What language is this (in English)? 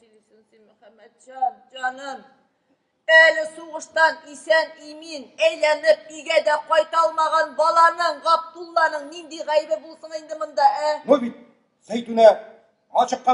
Tatar